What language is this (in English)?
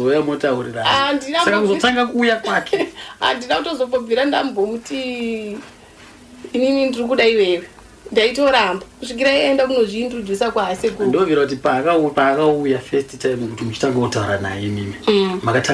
Shona